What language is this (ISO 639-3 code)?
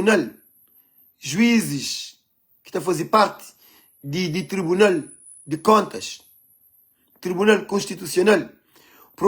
kea